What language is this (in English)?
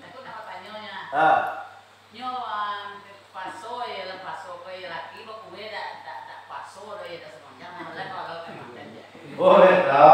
Minangkabau